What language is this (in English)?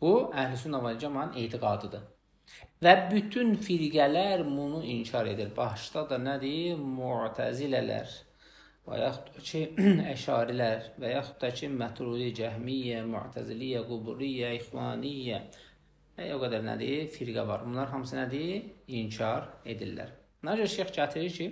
Azerbaijani